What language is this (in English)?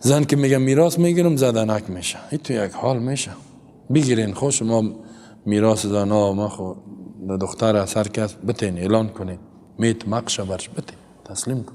Persian